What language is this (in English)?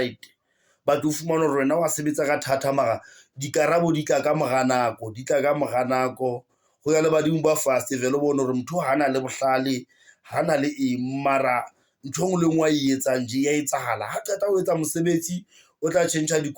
Southern Sotho